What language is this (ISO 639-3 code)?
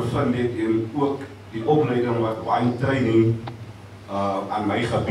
afr